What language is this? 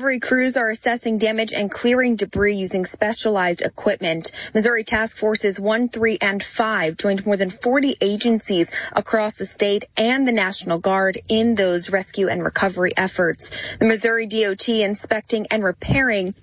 English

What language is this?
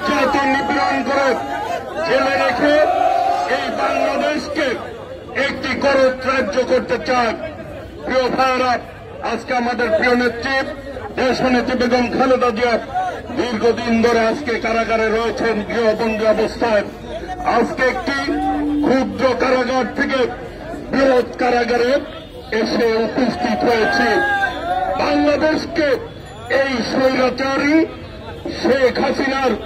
Bangla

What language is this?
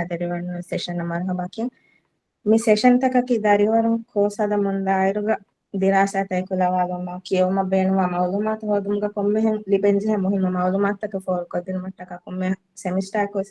Divehi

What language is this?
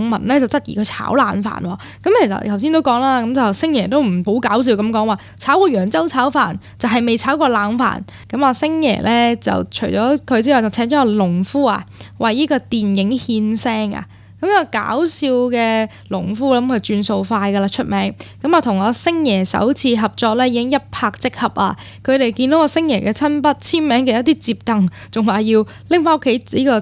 Cantonese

